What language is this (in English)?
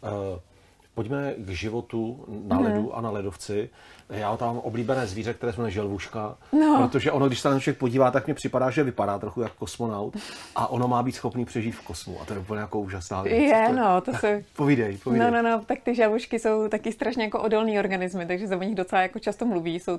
Czech